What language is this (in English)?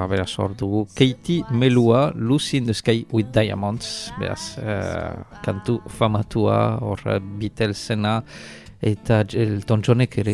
Basque